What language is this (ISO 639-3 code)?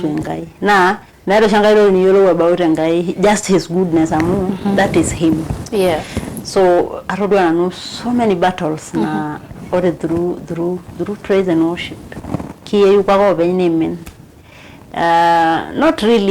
mas